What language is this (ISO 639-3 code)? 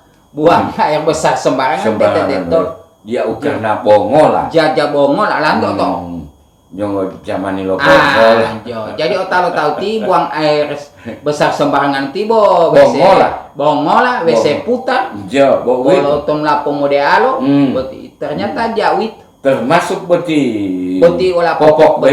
gor